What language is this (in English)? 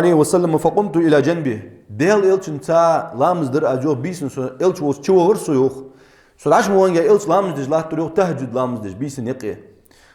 Ingush